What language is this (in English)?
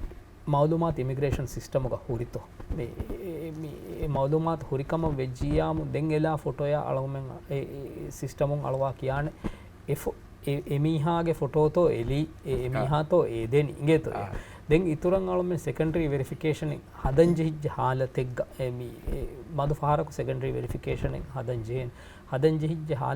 Divehi